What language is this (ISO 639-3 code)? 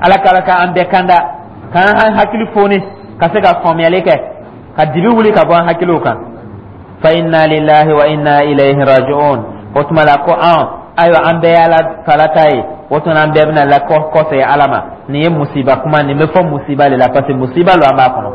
dyu